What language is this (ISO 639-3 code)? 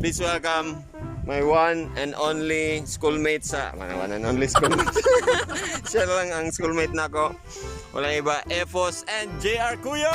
ceb